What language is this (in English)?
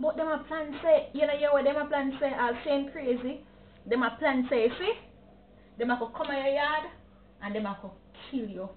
Jamaican Creole English